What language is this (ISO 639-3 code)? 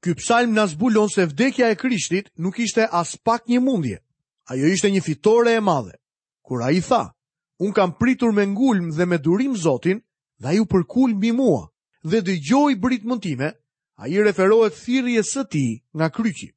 sqi